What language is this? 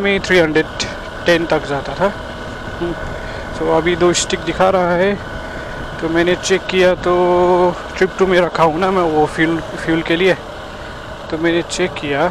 Hindi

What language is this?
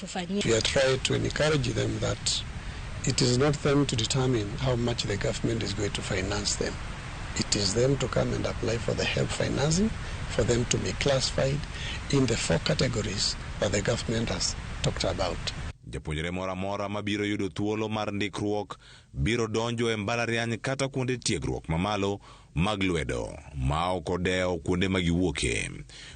Luo (Kenya and Tanzania)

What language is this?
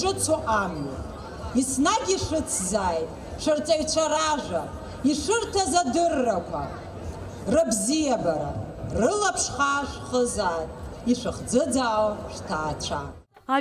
Abkhazian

